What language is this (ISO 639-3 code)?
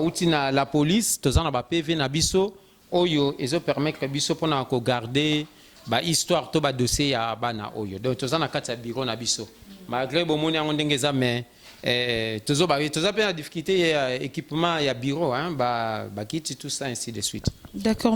lin